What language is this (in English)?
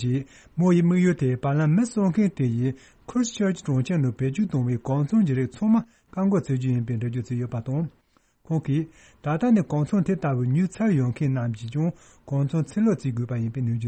Tibetan